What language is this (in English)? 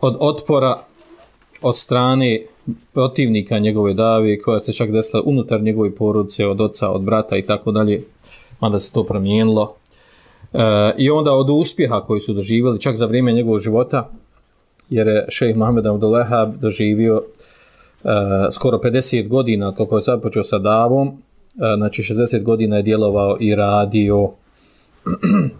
Bosnian